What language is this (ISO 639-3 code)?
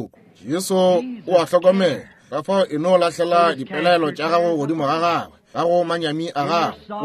nso